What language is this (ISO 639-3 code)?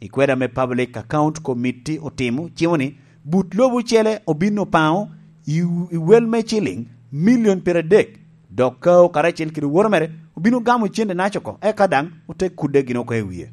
laj